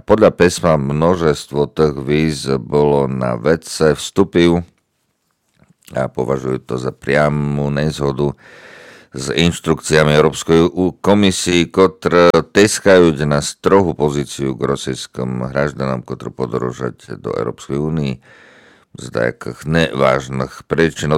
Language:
Rusyn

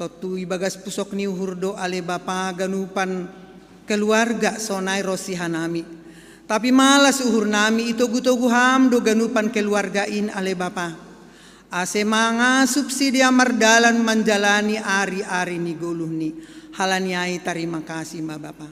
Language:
Batak Simalungun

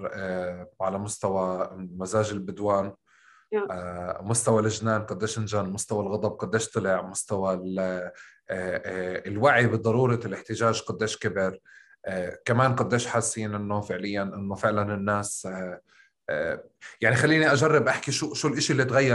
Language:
North Levantine Arabic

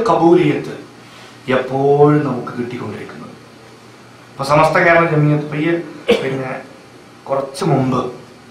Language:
Malayalam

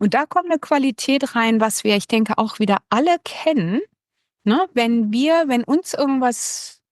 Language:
Swiss German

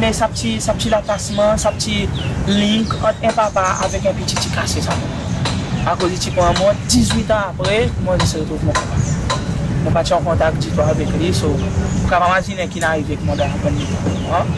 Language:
Seselwa Creole French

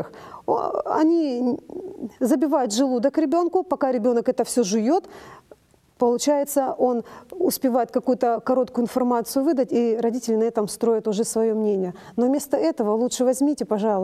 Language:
Russian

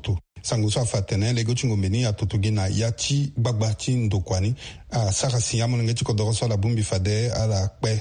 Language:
Sango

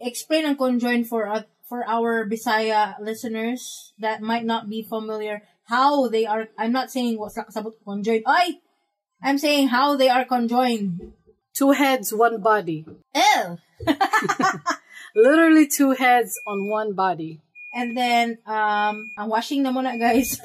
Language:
Cebuano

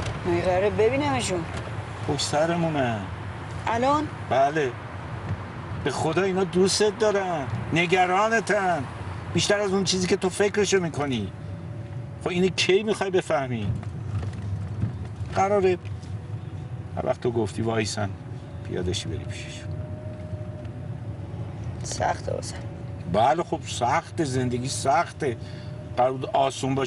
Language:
Persian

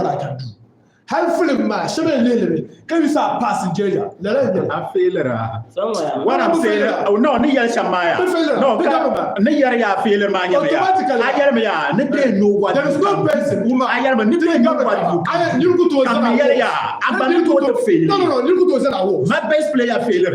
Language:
Dagbani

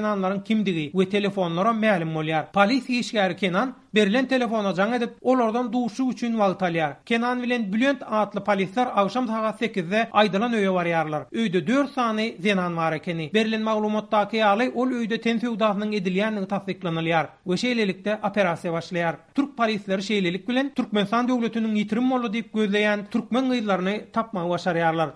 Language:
Turkmen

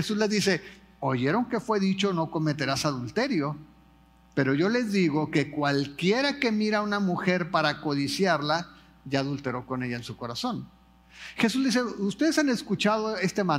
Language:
Spanish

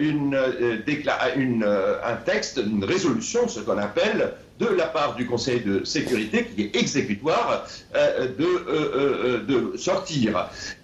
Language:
French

